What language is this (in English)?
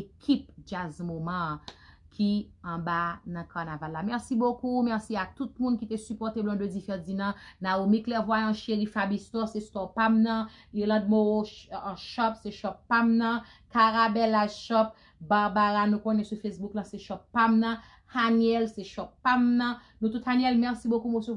Haitian Creole